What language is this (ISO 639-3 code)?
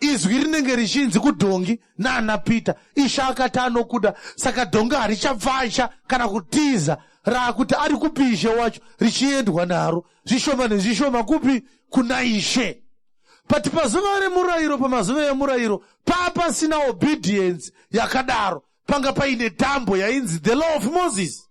sna